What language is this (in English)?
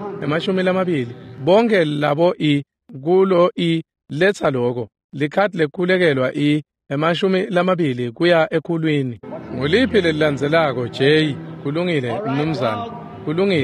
Swati